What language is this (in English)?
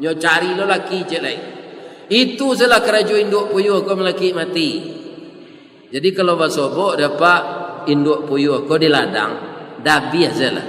Minangkabau